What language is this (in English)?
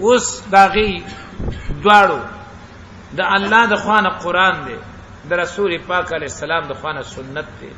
Pashto